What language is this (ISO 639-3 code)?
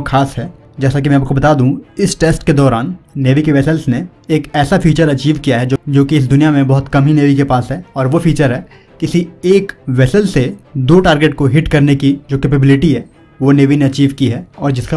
hin